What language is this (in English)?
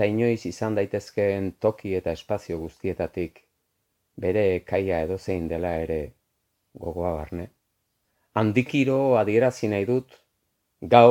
Basque